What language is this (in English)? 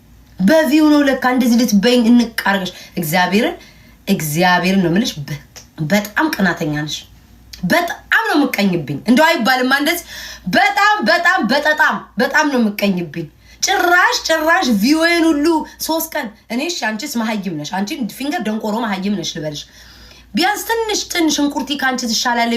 Amharic